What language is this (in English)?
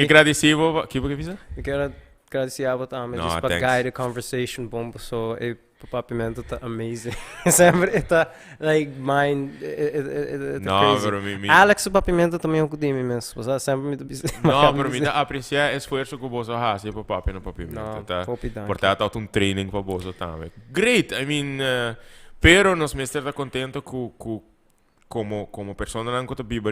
Papiamento